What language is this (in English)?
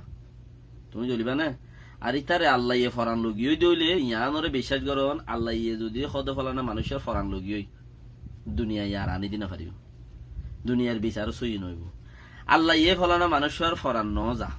Rohingya